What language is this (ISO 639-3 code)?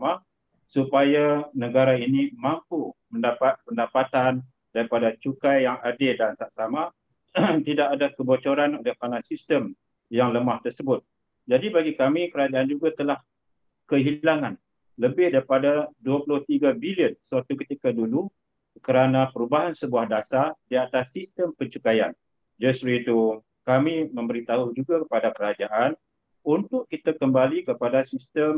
msa